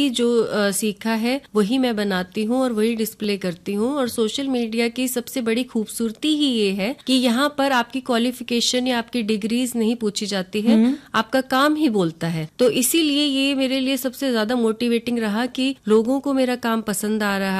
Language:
Hindi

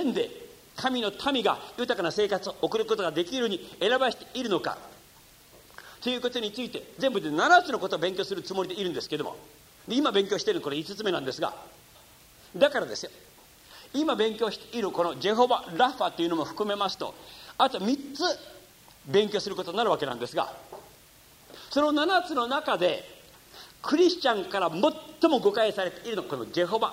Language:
Japanese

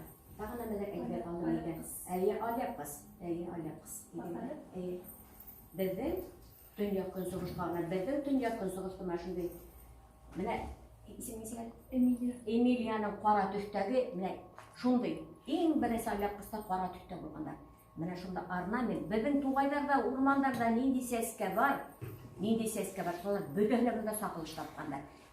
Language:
Bashkir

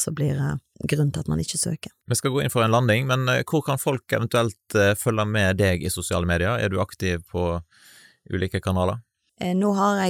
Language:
Norwegian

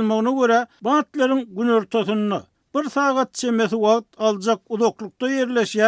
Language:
Turkmen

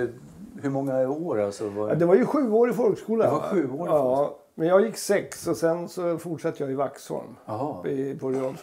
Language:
Swedish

